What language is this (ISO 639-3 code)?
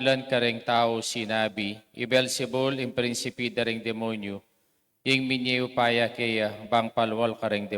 pam